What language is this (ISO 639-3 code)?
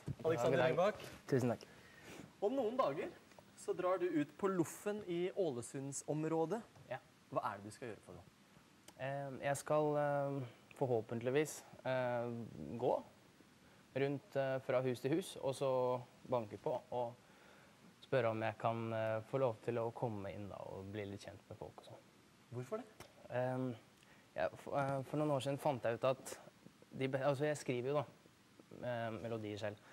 nor